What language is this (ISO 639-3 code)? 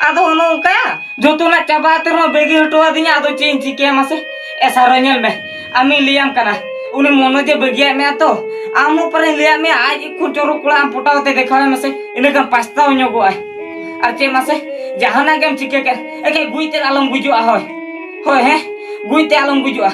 sat